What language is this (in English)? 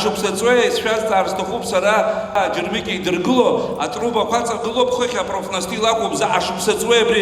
Abkhazian